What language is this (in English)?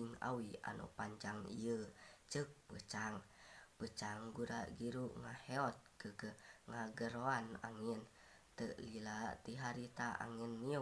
Sundanese